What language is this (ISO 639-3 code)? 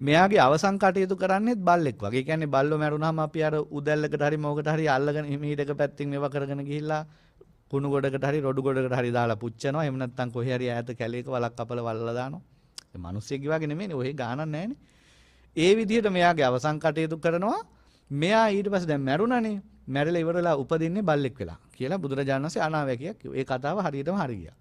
sin